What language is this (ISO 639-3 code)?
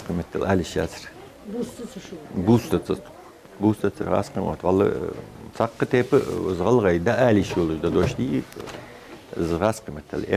inh